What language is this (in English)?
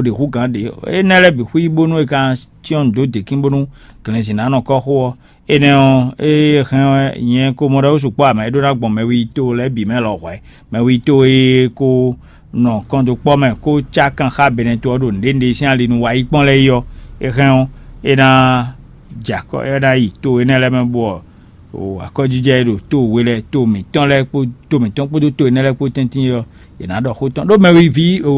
Fon